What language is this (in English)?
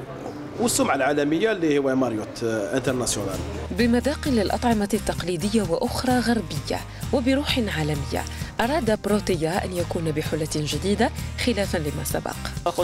Arabic